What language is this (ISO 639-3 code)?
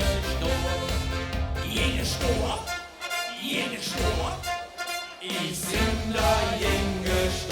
lim